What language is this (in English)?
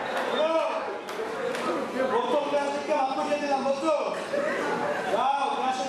Bangla